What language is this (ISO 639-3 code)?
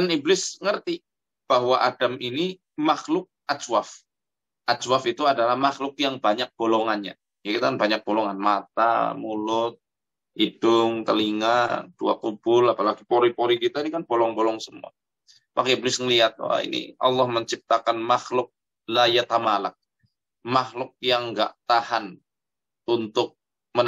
ind